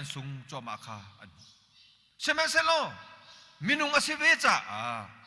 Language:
Hakha Chin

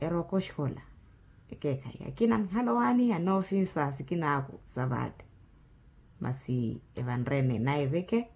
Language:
Makhuwa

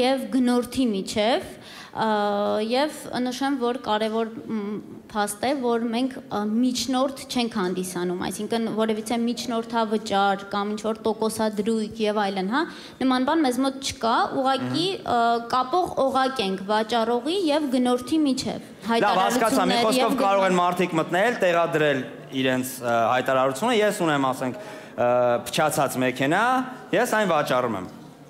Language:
Armenian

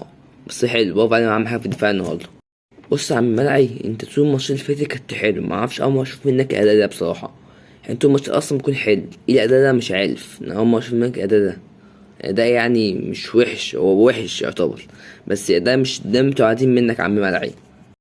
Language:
Egyptian Arabic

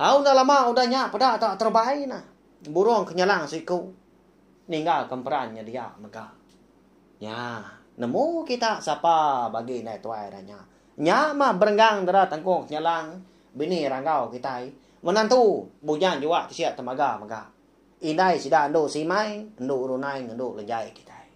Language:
Iban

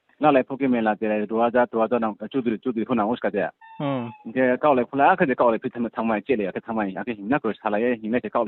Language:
Riang (India)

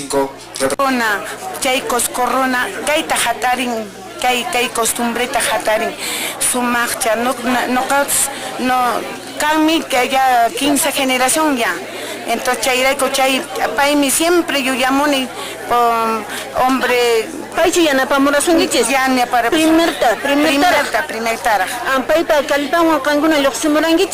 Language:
Quechua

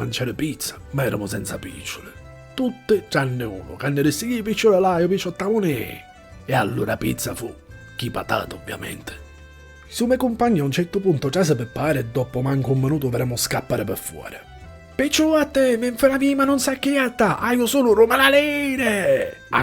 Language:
Sicilian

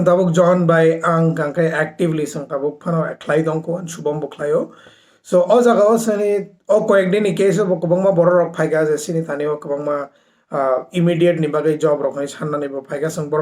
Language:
Kok Borok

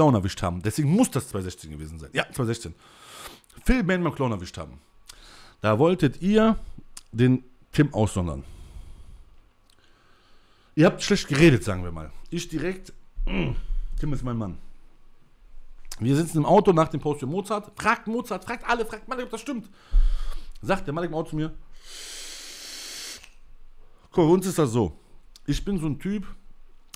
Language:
German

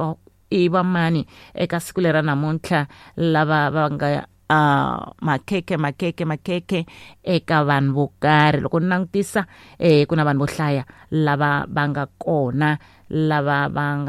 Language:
Tsonga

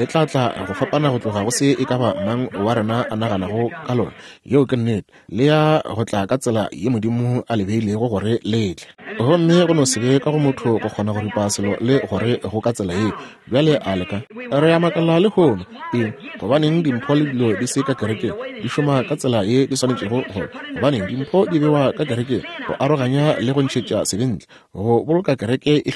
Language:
Northern Sotho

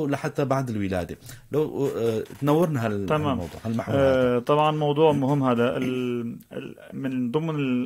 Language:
North Levantine Arabic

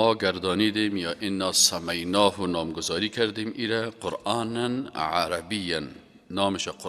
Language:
Persian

